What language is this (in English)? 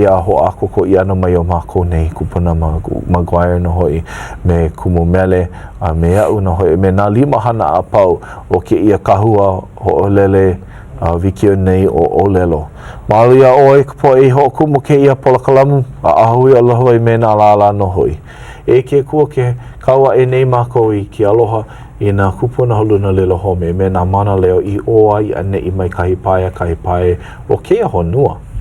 Hawaiian